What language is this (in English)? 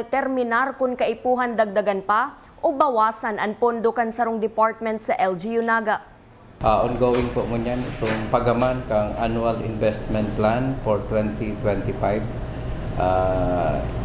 Bikol